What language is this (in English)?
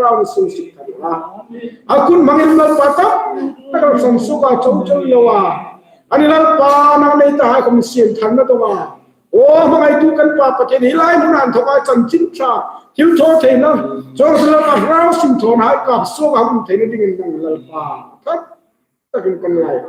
Hmar